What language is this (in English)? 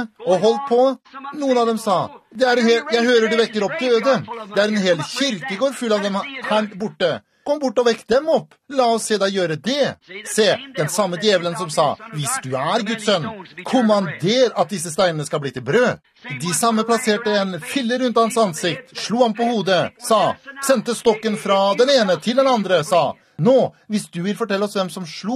Norwegian